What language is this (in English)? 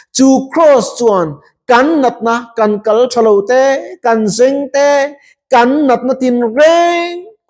Mizo